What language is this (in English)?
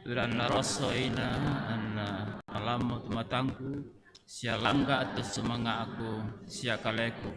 Toraja-Sa'dan